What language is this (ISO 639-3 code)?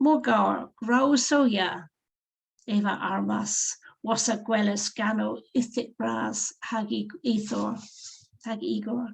cor